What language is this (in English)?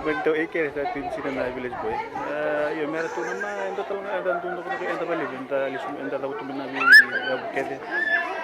Fijian